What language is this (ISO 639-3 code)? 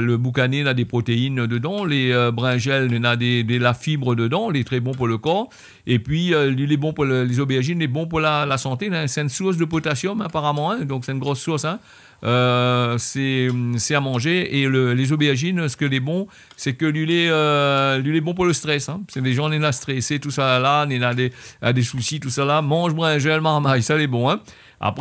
rcf